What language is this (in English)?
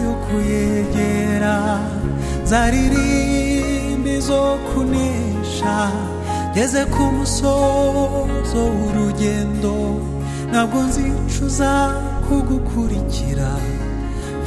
Kinyarwanda